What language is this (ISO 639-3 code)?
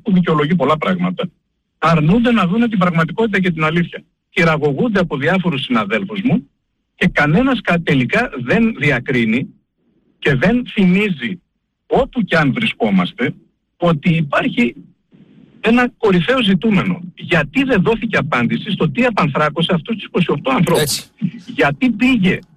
ell